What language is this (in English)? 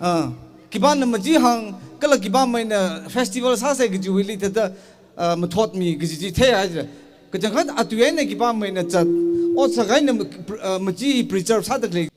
Tangkhul Naga (India)